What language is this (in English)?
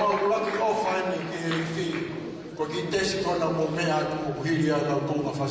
Tongan